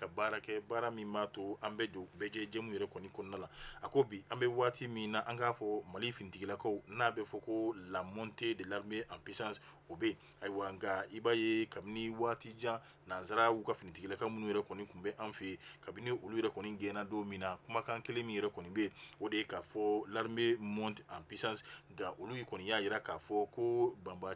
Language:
Bambara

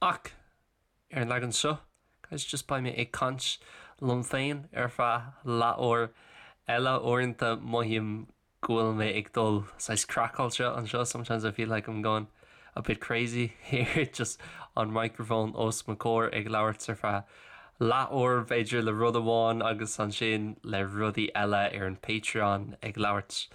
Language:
Irish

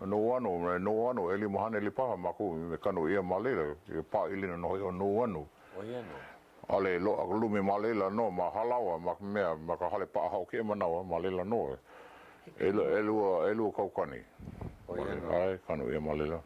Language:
Hawaiian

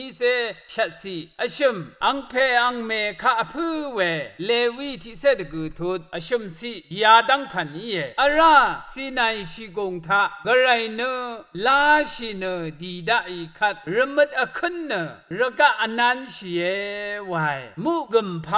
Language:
Rawang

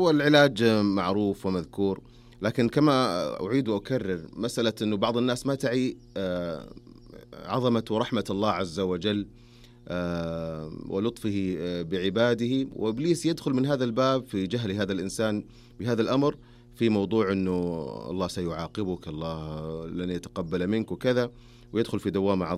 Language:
Najdi Arabic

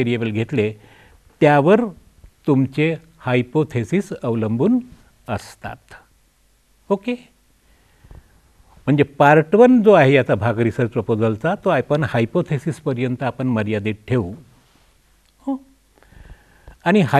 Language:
Marathi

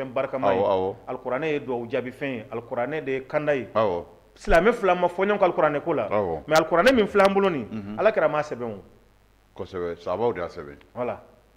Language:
Bambara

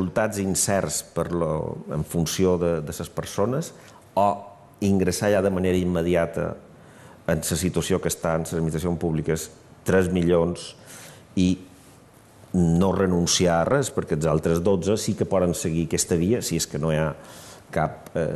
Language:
Catalan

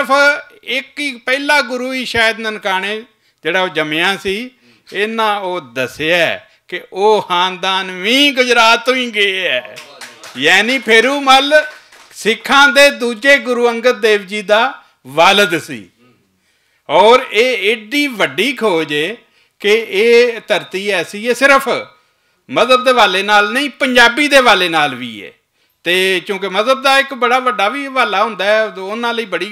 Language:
Western Panjabi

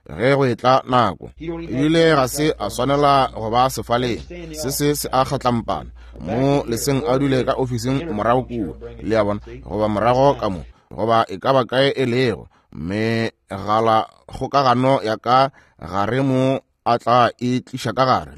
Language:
Northern Sotho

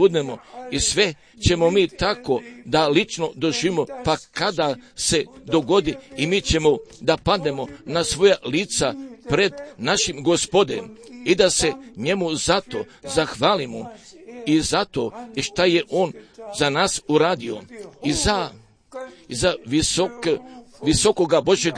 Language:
Croatian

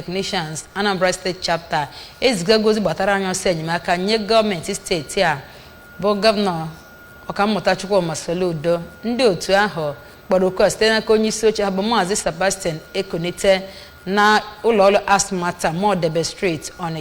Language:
Igbo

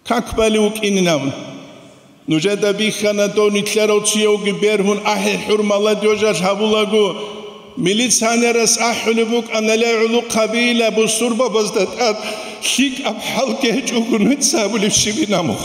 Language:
Avaric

